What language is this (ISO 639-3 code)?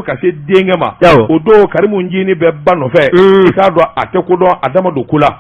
bam